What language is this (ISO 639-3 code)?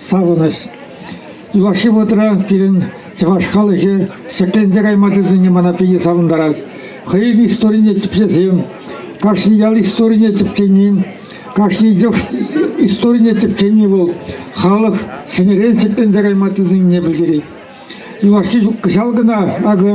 chv